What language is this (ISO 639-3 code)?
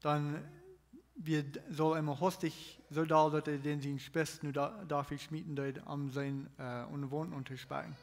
pdt